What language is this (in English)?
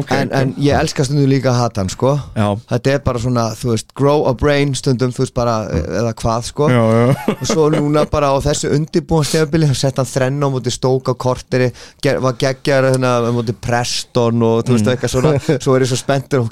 Icelandic